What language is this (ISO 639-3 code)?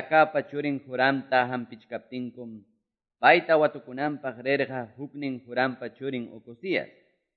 que